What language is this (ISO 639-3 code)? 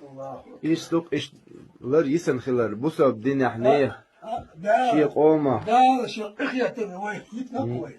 che